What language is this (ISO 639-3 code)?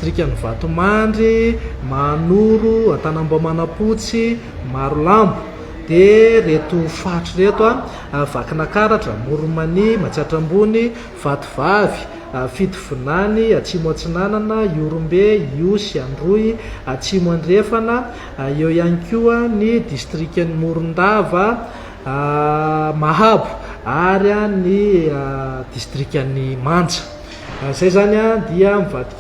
mlg